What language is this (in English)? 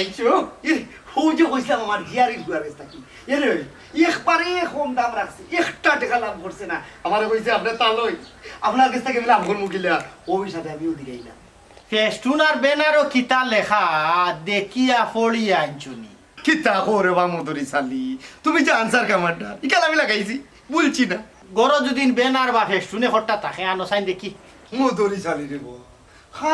Sylheti